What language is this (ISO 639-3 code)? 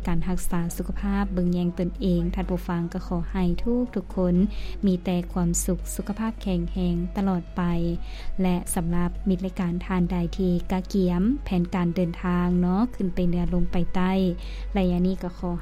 lao